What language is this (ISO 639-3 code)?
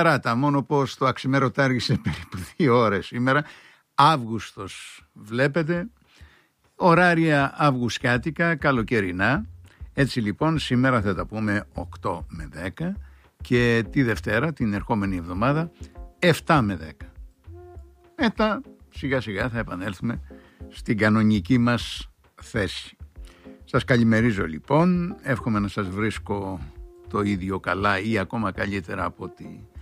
ell